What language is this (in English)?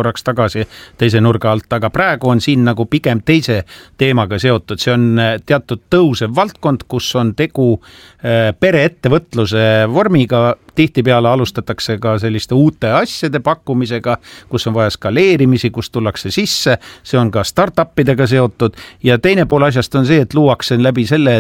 Estonian